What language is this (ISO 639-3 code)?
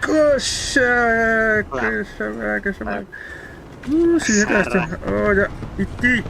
sah